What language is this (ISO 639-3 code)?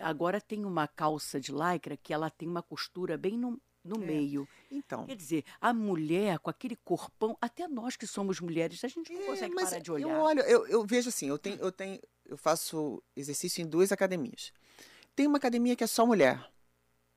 por